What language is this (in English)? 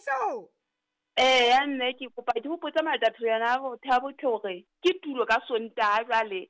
Southern Sotho